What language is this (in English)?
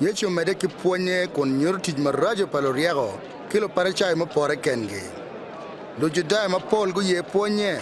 Acoli